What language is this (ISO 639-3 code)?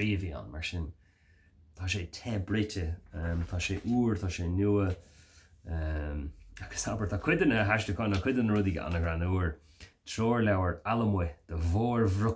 gle